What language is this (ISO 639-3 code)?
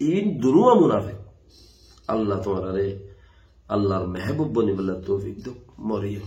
rhg